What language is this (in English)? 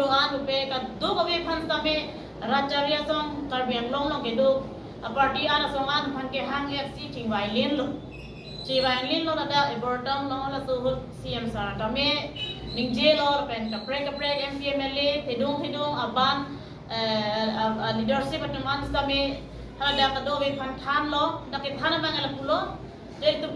Karbi